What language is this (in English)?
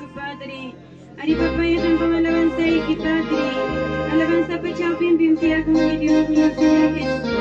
Ayacucho Quechua